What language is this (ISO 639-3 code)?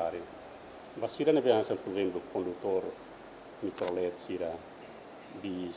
tet